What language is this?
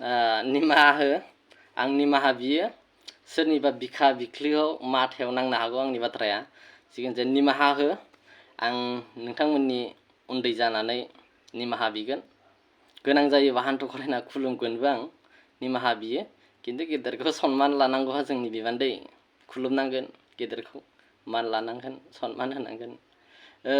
Bodo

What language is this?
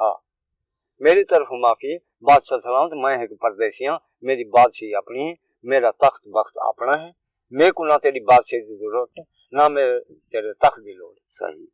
Saraiki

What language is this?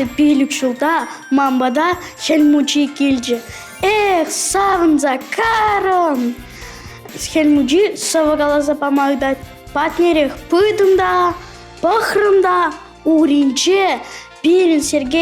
Chuvash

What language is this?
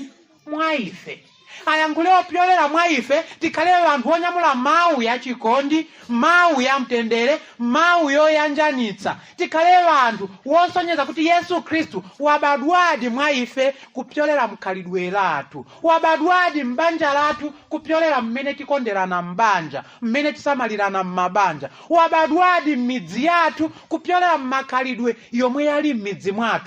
Nyanja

